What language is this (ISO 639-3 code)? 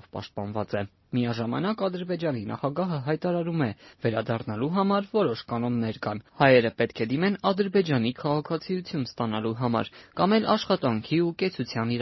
hye